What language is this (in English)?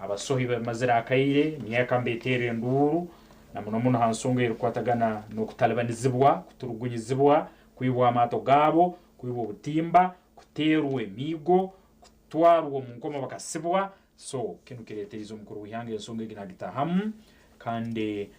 Nyankole